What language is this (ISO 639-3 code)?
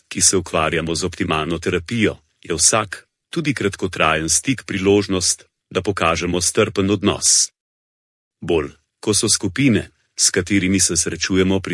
slv